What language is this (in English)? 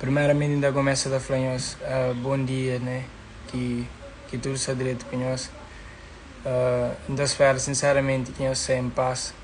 Kabuverdianu